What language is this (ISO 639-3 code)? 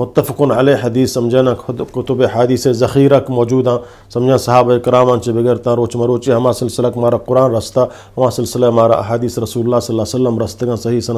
bgp